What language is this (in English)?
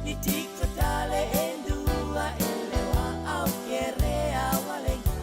Fijian